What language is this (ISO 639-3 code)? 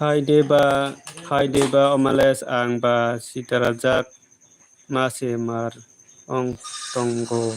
trp